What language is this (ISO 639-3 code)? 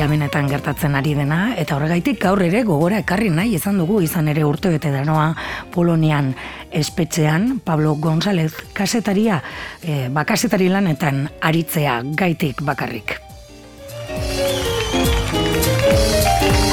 eus